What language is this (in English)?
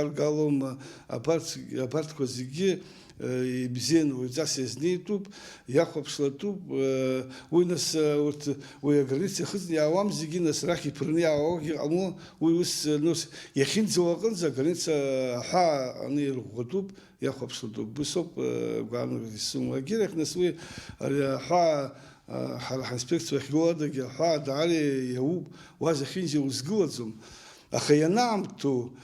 Abkhazian